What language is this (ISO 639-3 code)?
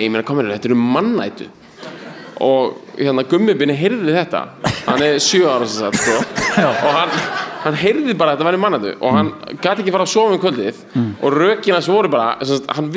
isl